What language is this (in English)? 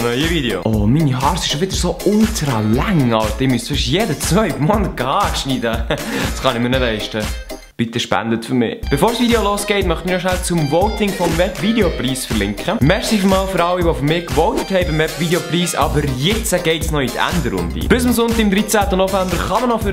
Swiss German